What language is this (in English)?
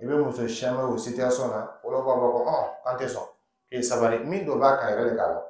Dyula